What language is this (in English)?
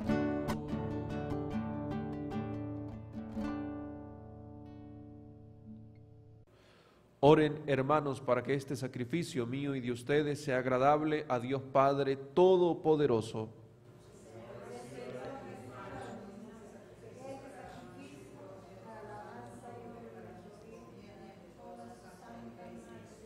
Spanish